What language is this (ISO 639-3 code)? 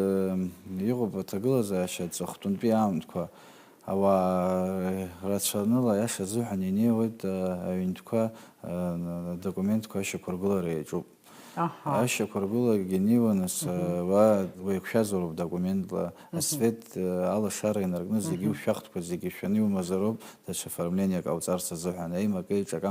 abk